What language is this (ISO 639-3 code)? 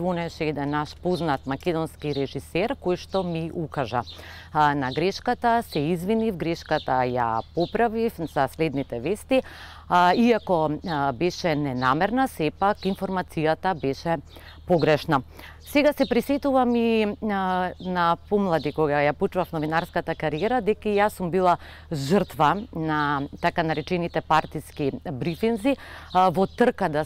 mkd